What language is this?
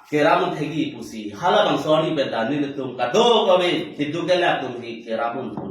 Karbi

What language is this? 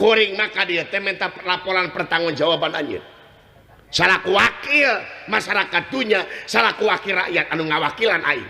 Sundanese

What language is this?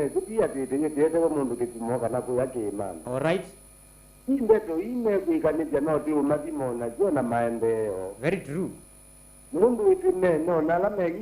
Kamba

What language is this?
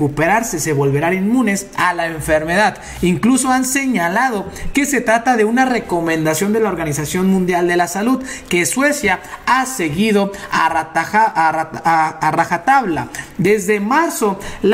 Spanish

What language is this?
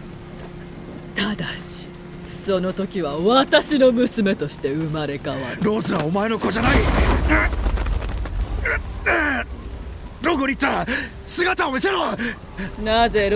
Japanese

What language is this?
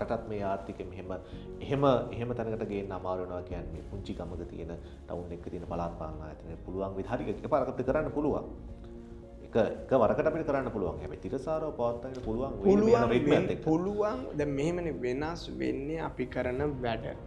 Sinhala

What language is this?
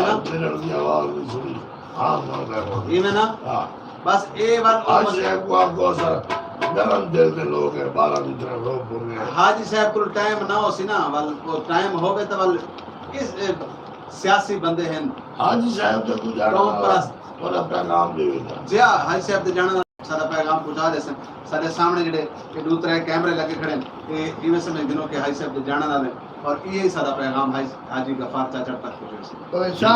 Saraiki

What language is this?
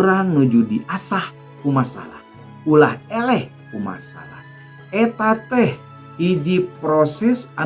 Sundanese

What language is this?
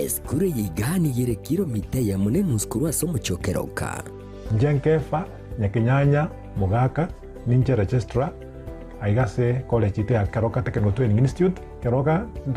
Gusii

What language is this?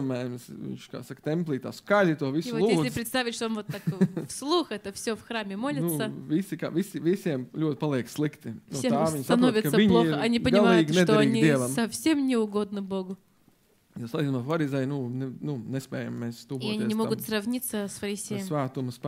Latvian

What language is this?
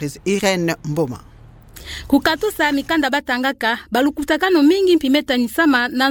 Kituba (Democratic Republic of Congo)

